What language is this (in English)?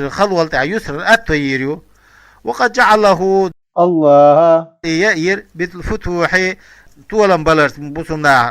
Chechen